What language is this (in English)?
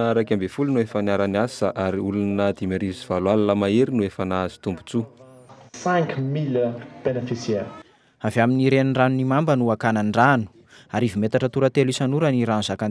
Malagasy